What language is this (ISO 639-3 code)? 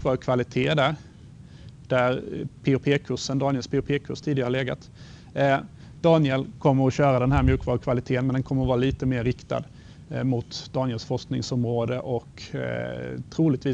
swe